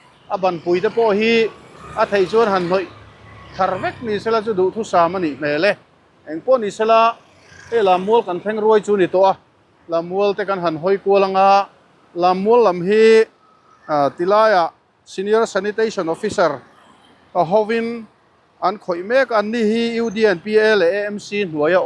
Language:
Mizo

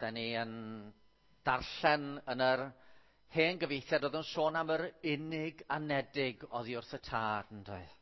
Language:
Welsh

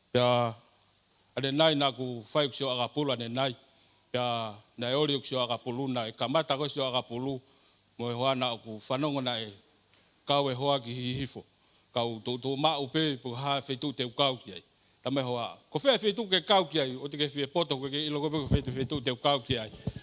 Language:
Tongan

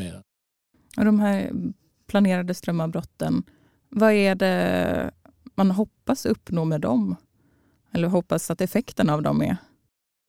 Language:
Swedish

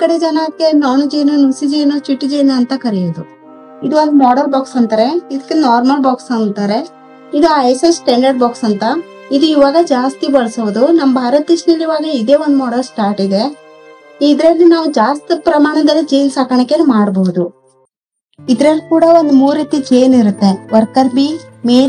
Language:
Kannada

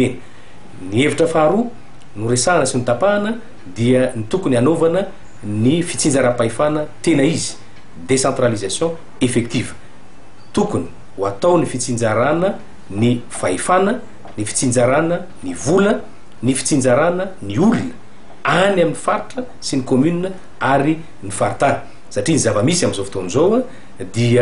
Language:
Malagasy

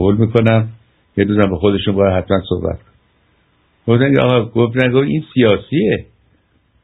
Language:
Persian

